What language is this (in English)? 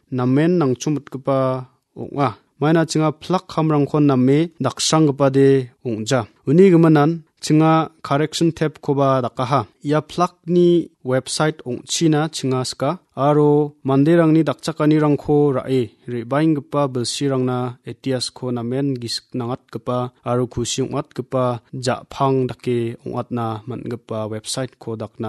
Garo